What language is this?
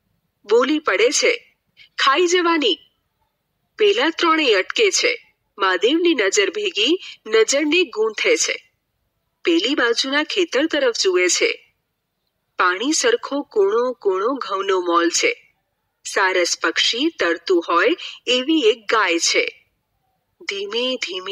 Gujarati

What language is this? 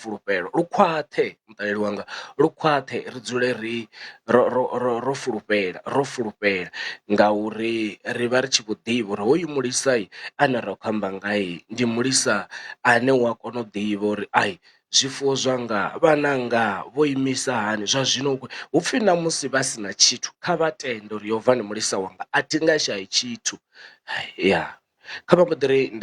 Venda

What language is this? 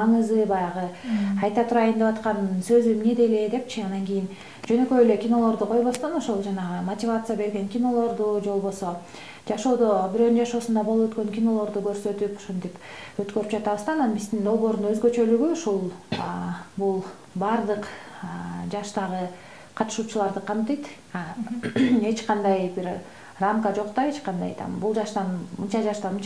Kyrgyz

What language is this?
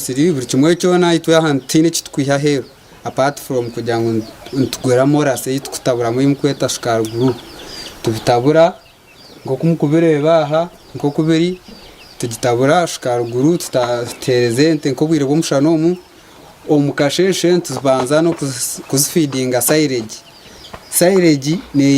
Nyankole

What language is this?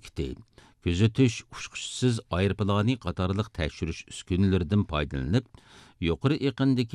Uyghur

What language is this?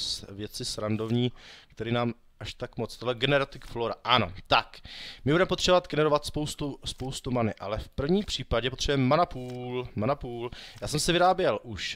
Czech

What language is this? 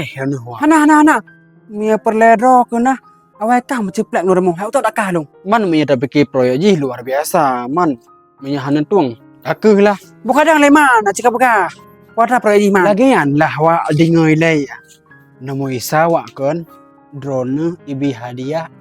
Achinese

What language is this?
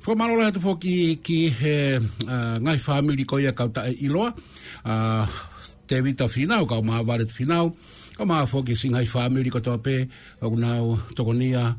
Tongan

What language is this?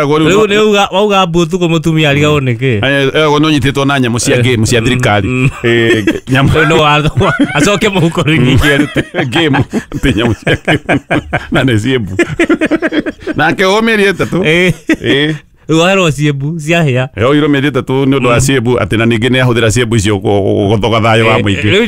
Kikuyu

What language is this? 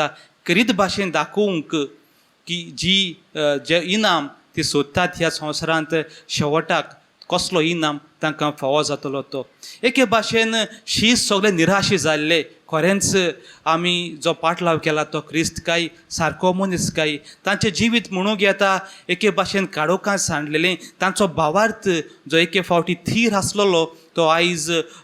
Konkani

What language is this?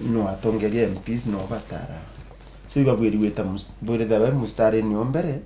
Meru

